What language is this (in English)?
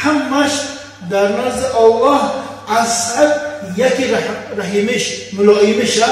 Tajik